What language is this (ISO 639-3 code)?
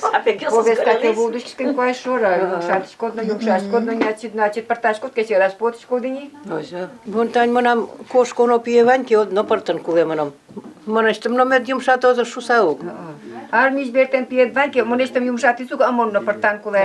udm